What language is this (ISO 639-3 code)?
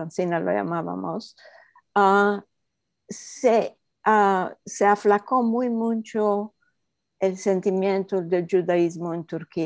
lad